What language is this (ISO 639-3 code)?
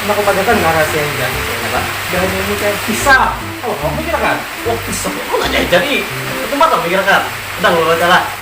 bjn